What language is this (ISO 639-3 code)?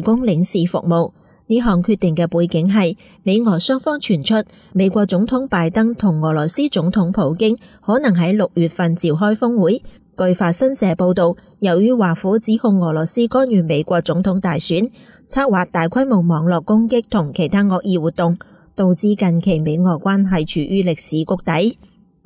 yue